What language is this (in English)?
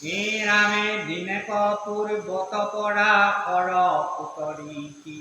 Assamese